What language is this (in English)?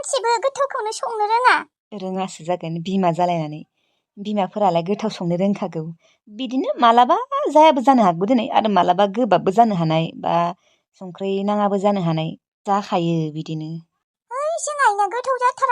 Bodo